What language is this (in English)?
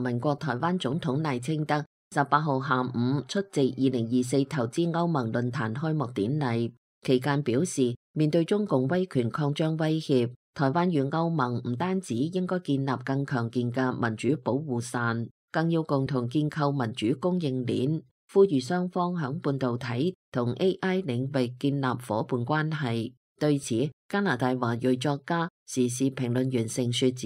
Cantonese